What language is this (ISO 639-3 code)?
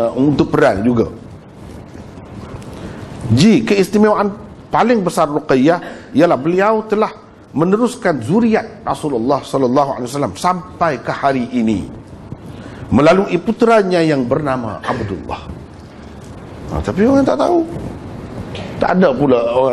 msa